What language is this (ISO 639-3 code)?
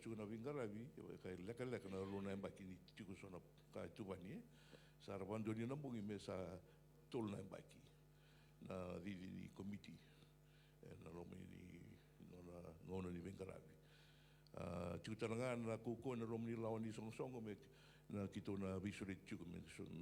fij